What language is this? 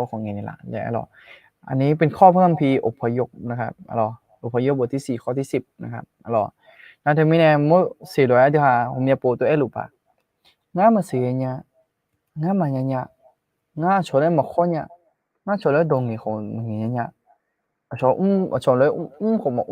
Akha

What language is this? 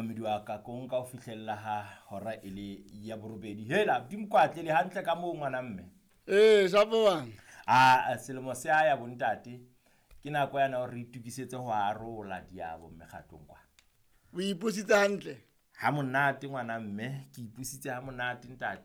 Southern Sotho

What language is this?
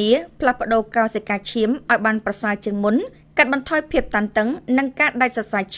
Khmer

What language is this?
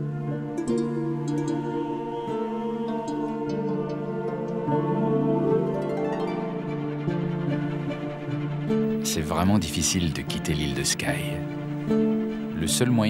French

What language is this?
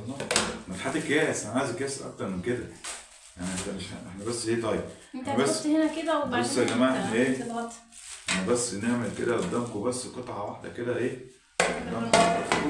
Egyptian Arabic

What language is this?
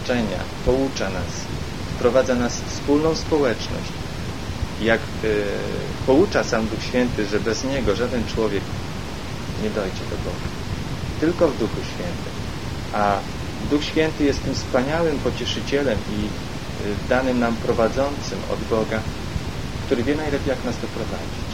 Polish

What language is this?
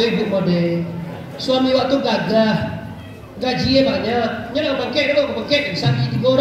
Minangkabau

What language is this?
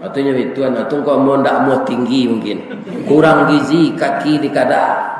Minangkabau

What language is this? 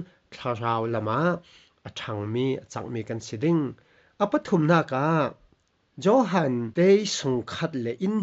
Falam Chin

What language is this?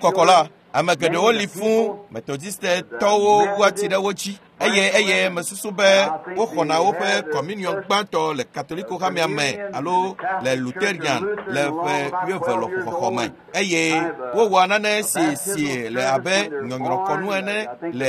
Ewe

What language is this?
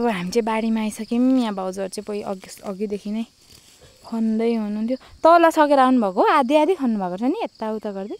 Nepali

